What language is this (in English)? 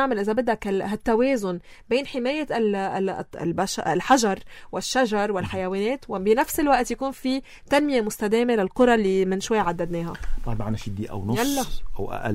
North Levantine Arabic